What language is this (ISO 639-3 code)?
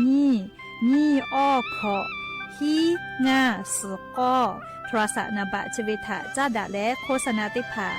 lhu